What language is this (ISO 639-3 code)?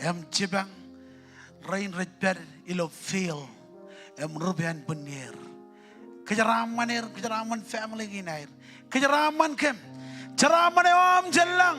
mah